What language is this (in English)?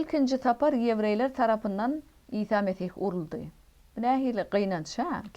Turkmen